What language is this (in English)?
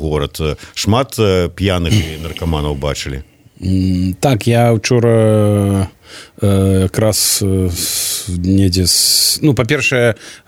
Belarusian